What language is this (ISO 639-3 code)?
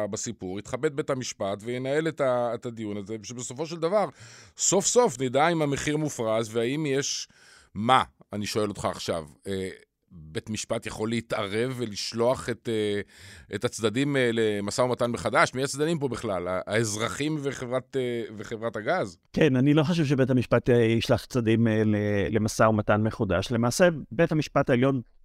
heb